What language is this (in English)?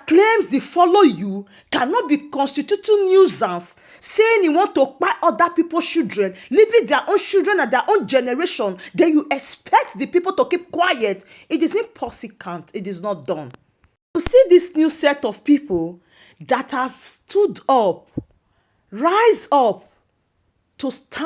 Nigerian Pidgin